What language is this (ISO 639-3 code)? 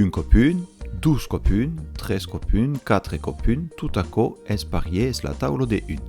oci